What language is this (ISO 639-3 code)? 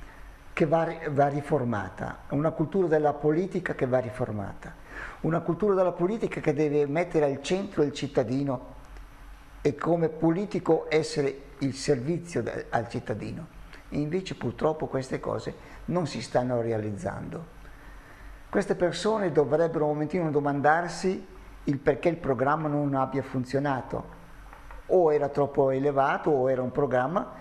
ita